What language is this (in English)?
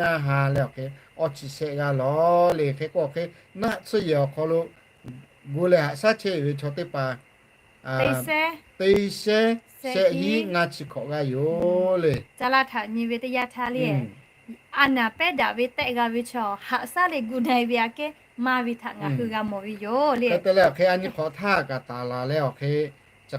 Lahu